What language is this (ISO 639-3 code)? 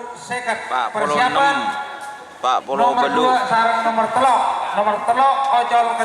mad